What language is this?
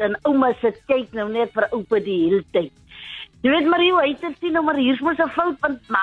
Afrikaans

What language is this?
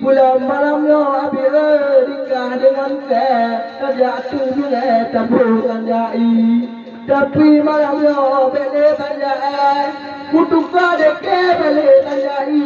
Achinese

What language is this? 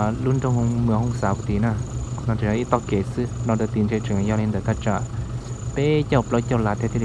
Hmong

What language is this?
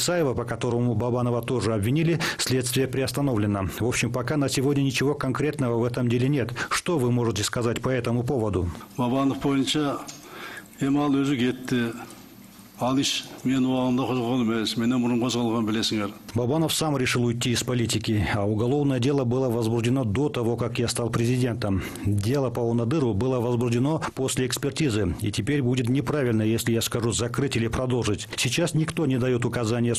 Russian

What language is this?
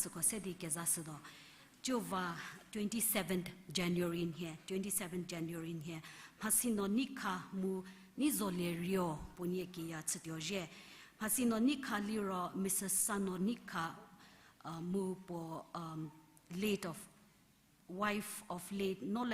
Angami Naga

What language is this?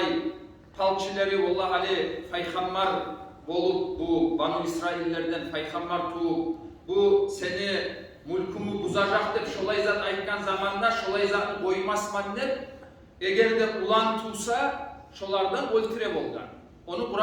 Kumyk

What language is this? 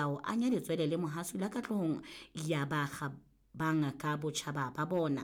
Southern Sotho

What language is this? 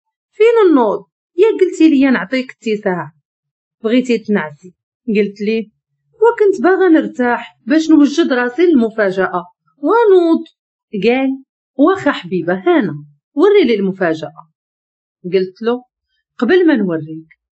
Moroccan Arabic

